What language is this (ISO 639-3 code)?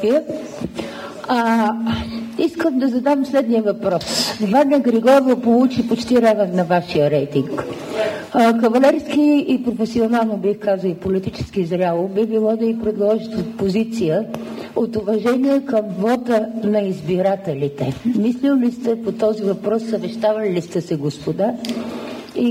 bul